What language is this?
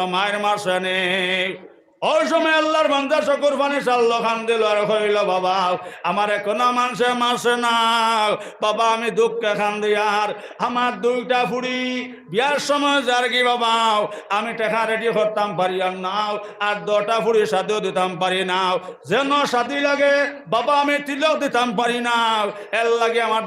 Sylheti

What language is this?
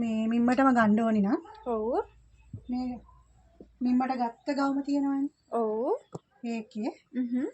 Sinhala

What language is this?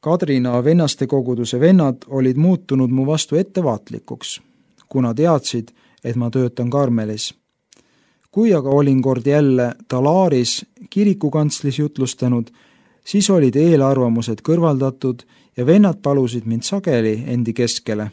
Estonian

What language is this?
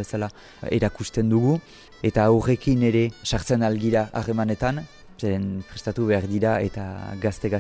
Basque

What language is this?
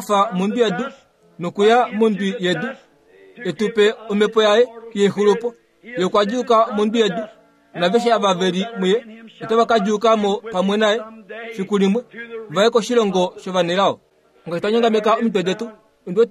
Kuanyama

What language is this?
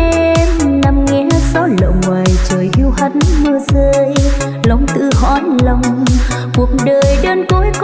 Vietnamese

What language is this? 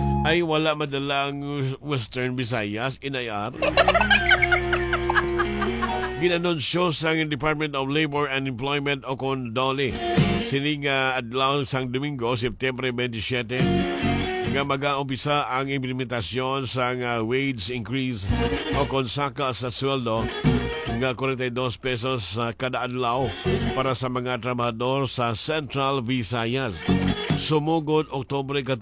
Hiligaynon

